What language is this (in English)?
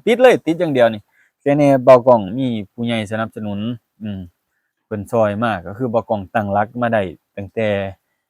Lao